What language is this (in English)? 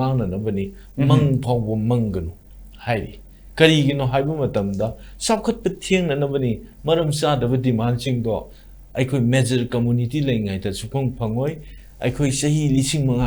Manipuri